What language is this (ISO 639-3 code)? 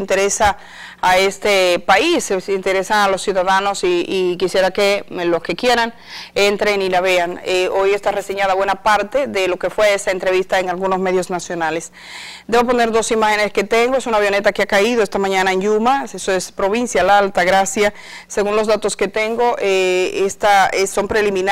spa